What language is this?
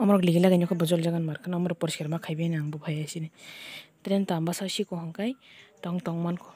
Kok Borok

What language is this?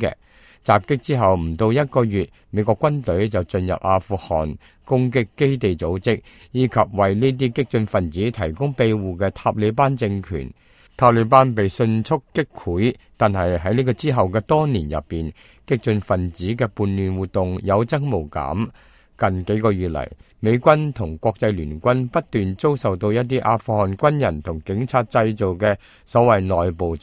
Cantonese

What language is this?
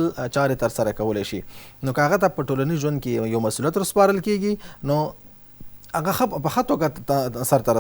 Pashto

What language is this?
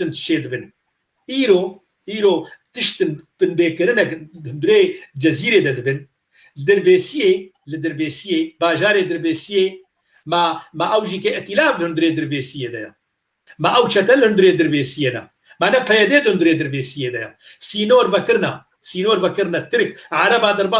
Kurdish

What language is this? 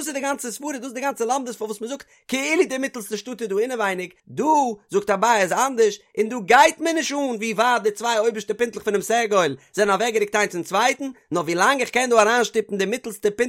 Yiddish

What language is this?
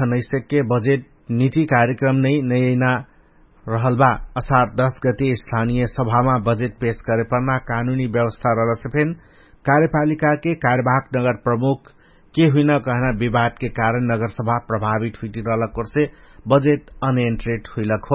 Dangaura Tharu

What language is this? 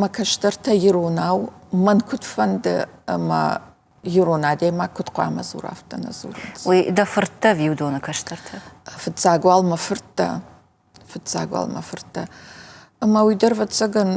Ossetic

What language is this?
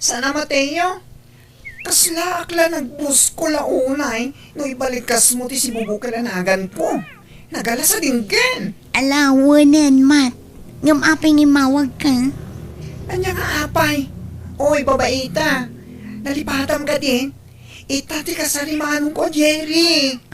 Iloko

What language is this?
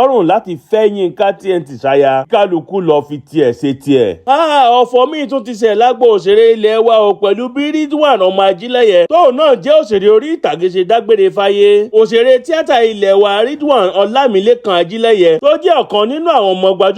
Yoruba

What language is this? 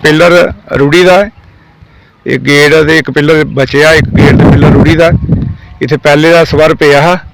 Dogri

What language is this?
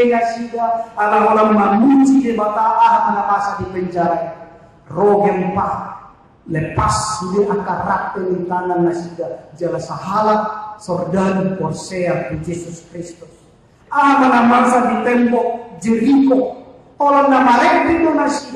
Batak Toba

